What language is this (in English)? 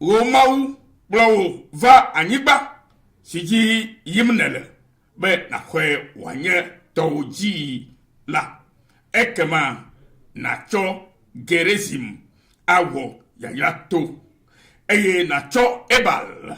Ewe